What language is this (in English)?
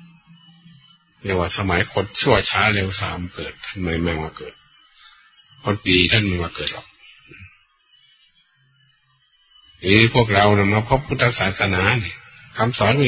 Thai